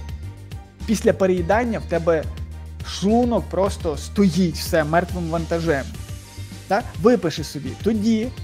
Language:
Ukrainian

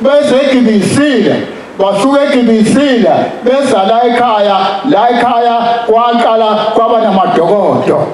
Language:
Zulu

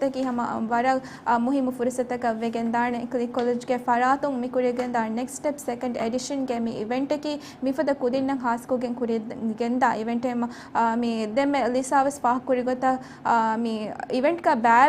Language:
Divehi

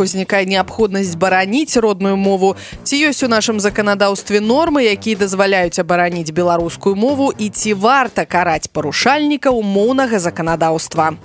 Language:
Belarusian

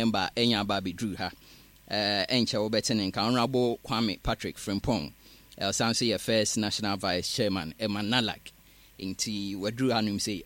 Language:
Akan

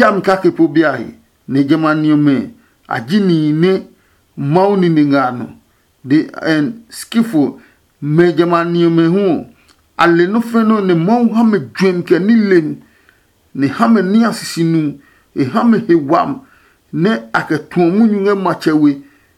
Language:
Adangme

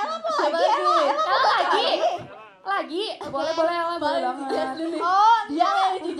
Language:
Indonesian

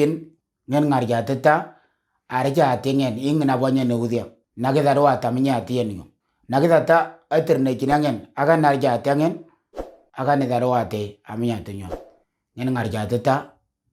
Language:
Moro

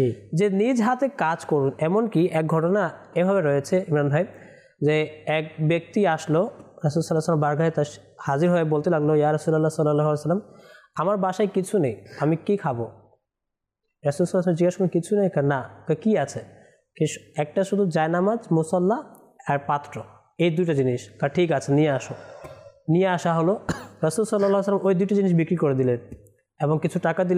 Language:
Bangla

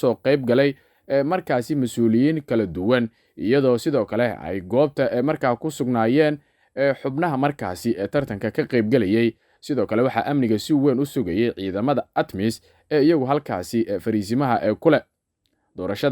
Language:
Somali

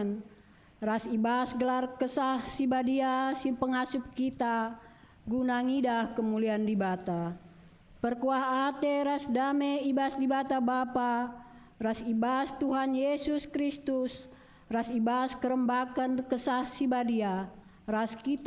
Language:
Batak Karo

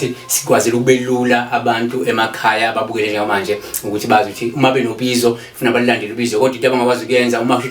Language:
Zulu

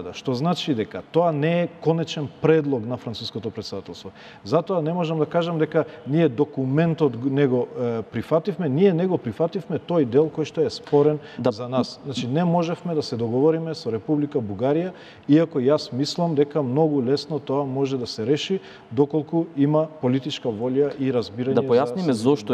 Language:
Macedonian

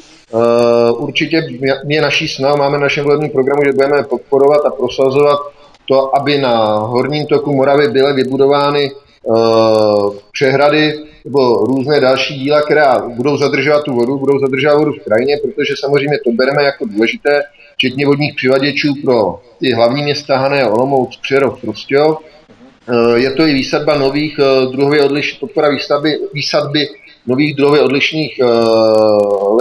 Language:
Czech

